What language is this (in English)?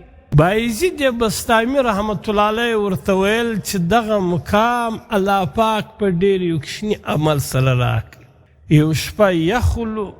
Pashto